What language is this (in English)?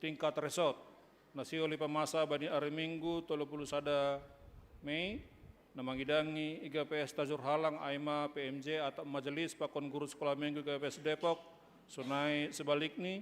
Batak Simalungun